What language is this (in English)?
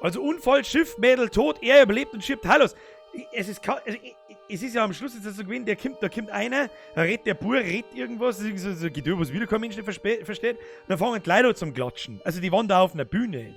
Bavarian